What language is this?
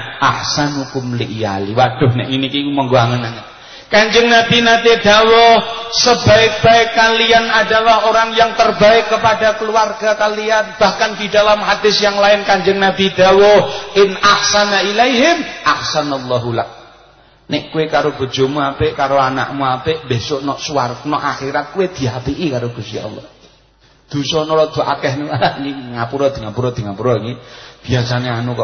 Javanese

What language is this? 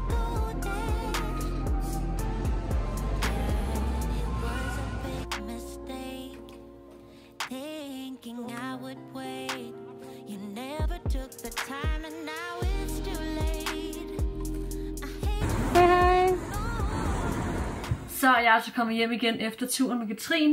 Danish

